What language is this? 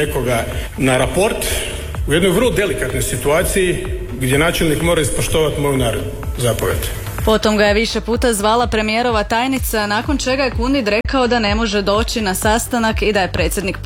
Croatian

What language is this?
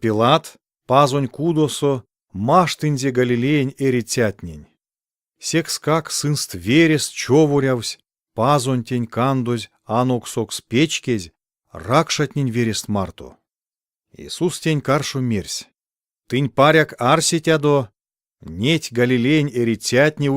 Erzya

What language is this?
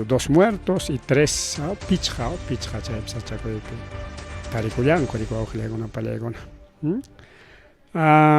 Ayacucho Quechua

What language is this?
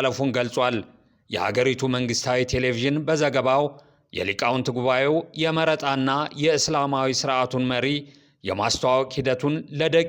Amharic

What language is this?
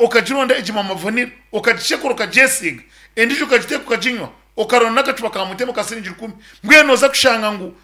Nyankole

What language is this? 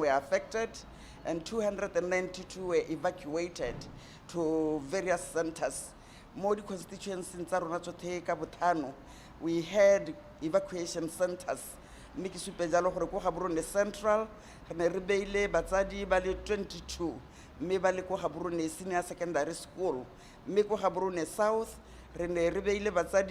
Tswana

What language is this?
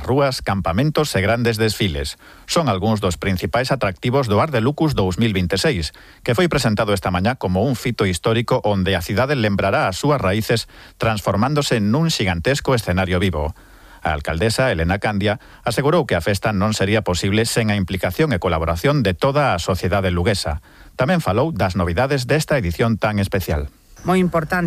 Galician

